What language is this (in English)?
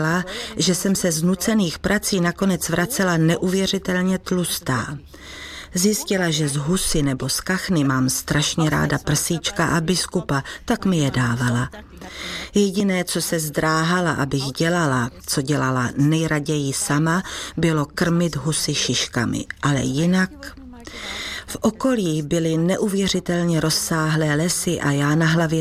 Czech